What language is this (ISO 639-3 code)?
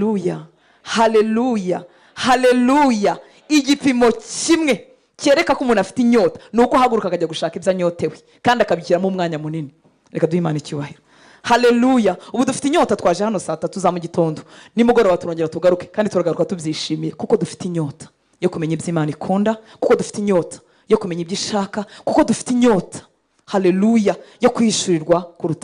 kin